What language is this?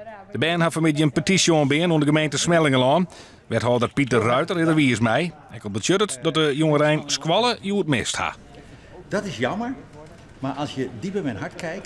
Western Frisian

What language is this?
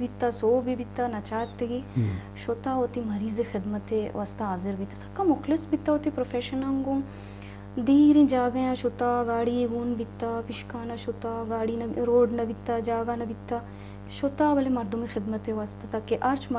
Eastern Balochi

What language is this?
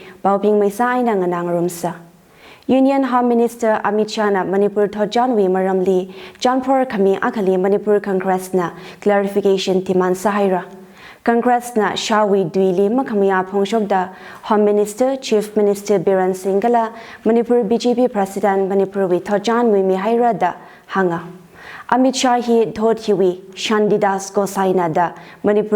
Tangkhul Naga (India)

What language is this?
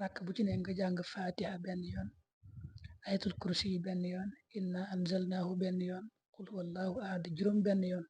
Wolof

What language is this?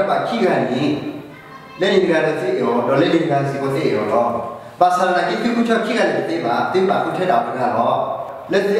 S'gaw Karen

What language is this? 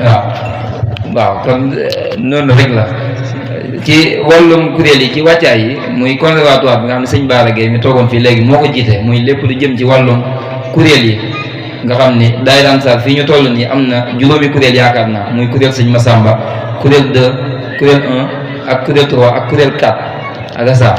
Wolof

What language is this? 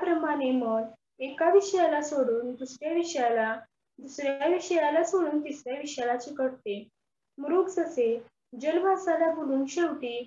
Marathi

